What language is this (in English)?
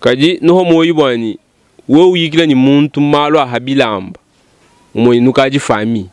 Luba-Lulua